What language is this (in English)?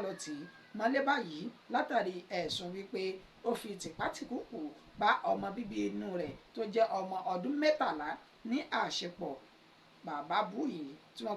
Yoruba